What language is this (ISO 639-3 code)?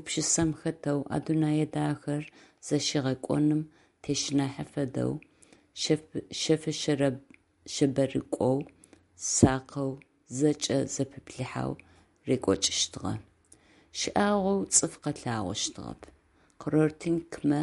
ady